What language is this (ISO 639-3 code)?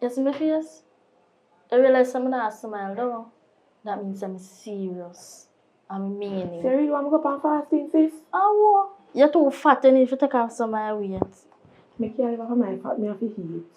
jam